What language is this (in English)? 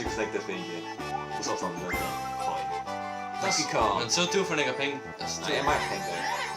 Faroese